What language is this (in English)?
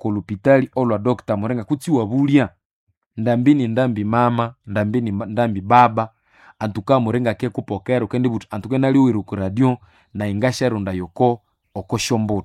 Nande